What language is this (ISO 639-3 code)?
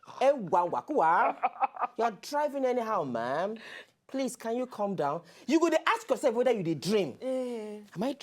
pcm